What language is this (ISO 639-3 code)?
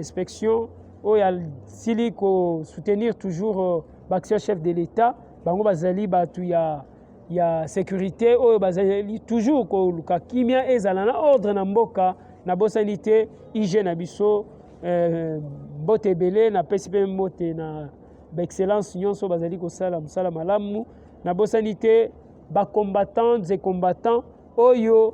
lin